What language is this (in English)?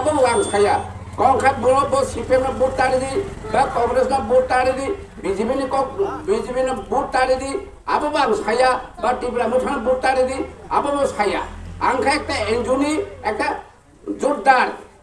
Kok Borok